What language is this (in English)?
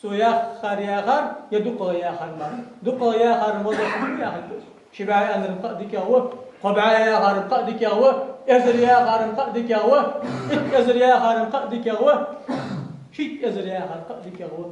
Ingush